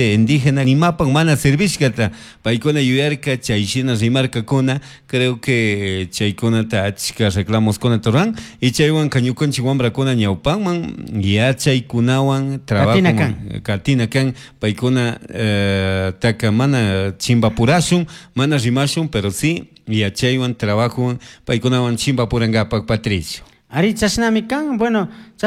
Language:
Chimborazo Highland Quichua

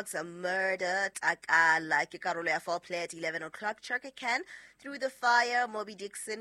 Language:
Southern Sotho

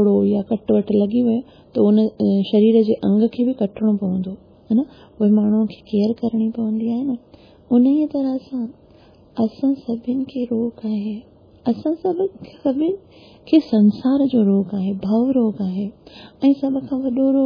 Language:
Sindhi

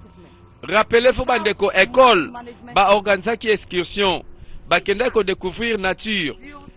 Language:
Lingala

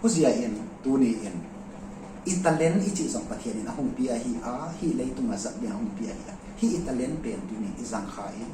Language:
Tedim Chin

